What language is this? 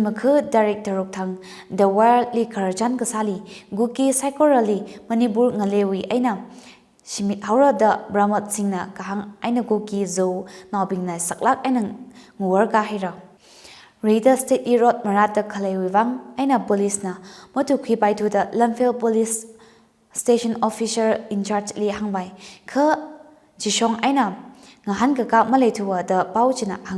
Tangkhul Naga (India)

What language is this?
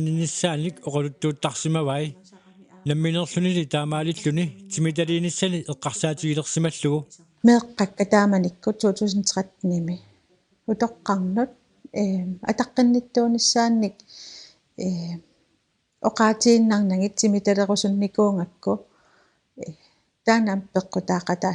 Kalaallisut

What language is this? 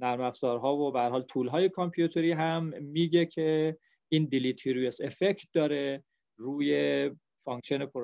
Persian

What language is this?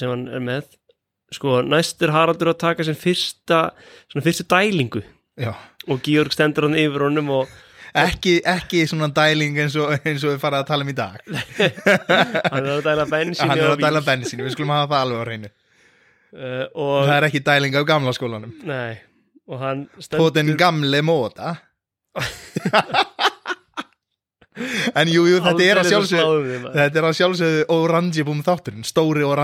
Icelandic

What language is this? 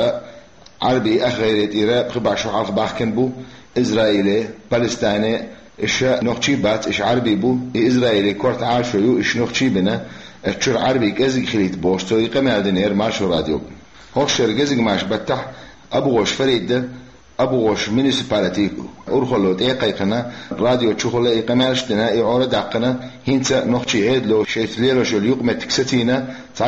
Chechen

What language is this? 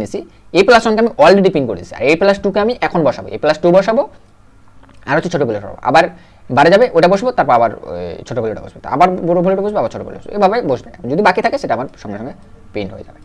Bangla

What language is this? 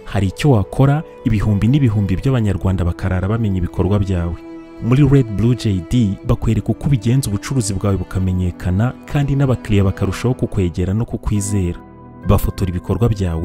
Kinyarwanda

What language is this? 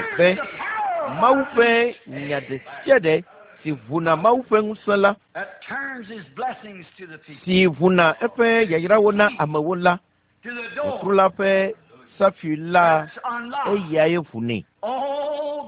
Ewe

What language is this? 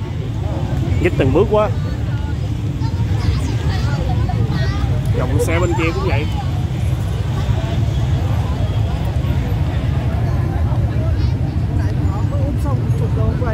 Vietnamese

